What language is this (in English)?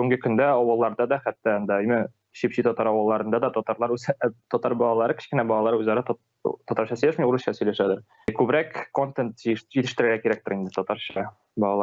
Tatar